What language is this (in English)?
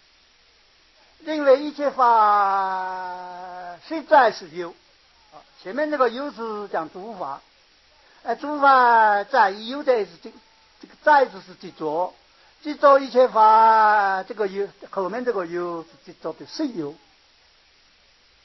Chinese